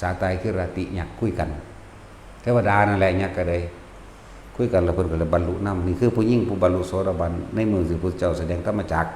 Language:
Northeastern Thai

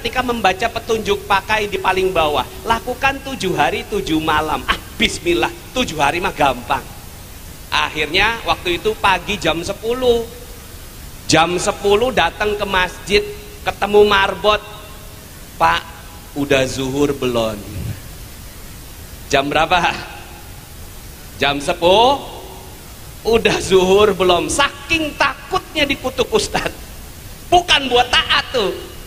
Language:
Indonesian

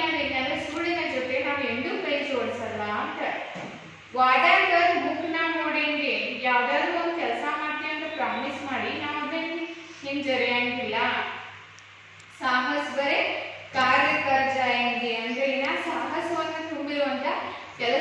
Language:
Kannada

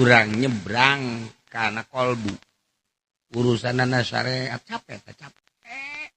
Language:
Sundanese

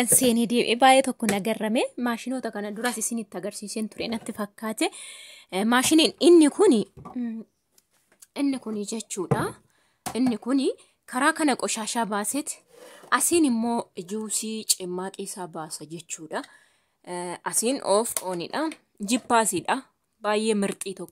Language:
Oromo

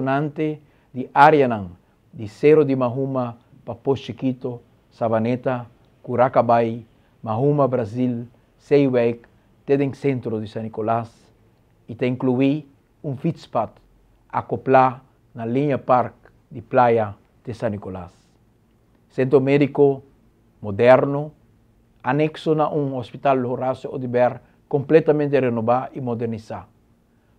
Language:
Papiamento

